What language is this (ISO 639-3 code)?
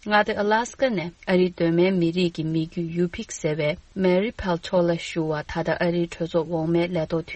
bod